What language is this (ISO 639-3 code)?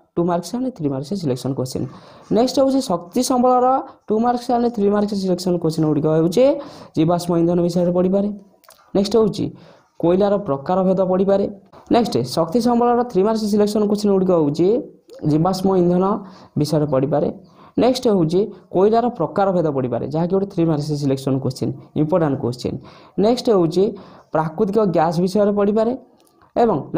ori